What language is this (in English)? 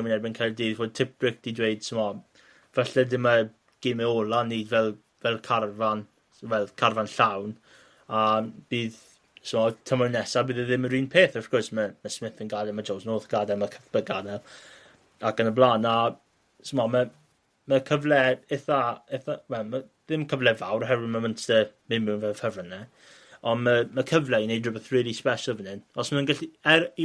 Welsh